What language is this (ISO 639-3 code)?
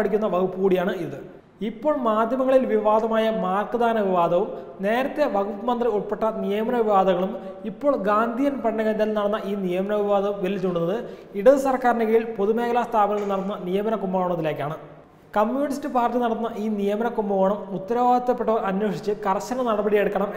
mal